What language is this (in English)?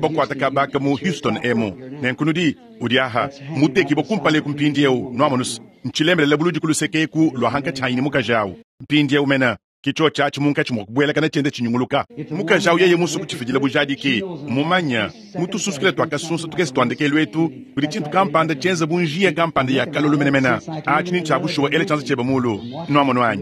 Luba-Lulua